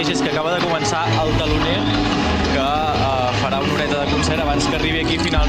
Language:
Catalan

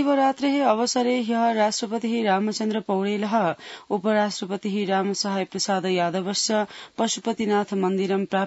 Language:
Sanskrit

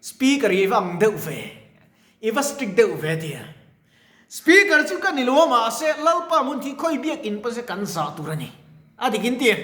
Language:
Mizo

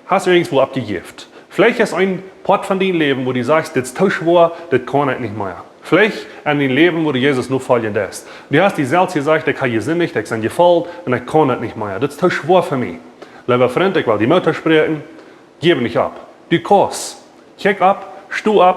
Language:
Plautdietsch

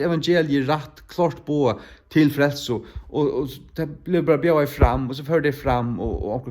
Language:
Faroese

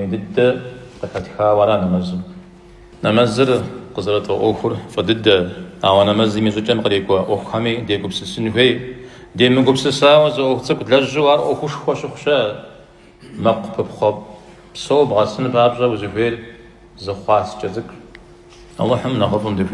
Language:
Kabardian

